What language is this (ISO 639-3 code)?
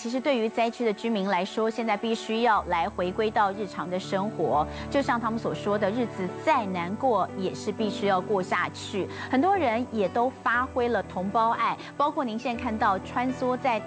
zho